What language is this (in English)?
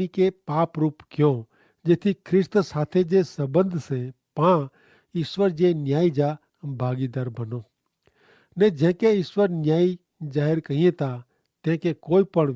Kachhi